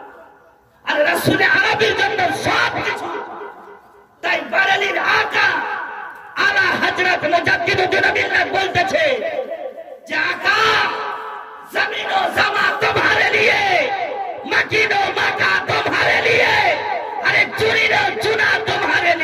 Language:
Bangla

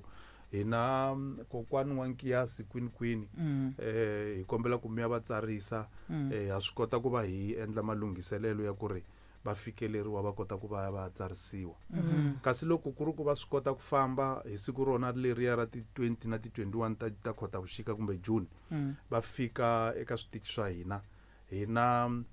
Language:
Tsonga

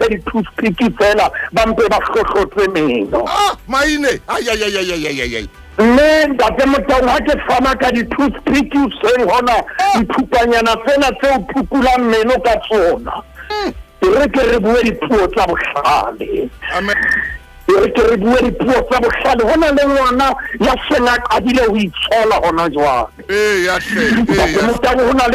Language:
Southern Sotho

